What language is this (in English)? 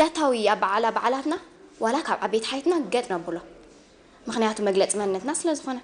Tigrinya